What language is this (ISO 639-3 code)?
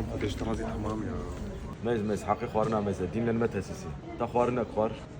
kur